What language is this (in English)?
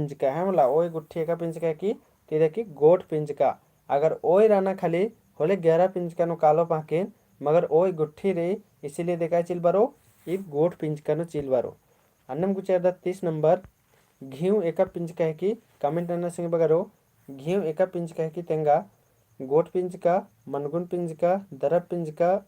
Kurukh